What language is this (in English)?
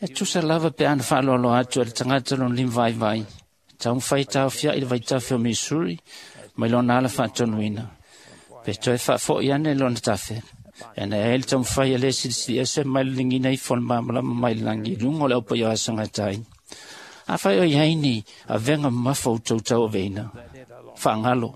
Samoan